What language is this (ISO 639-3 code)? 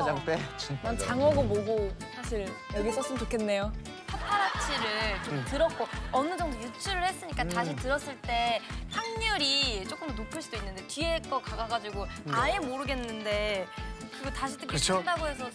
kor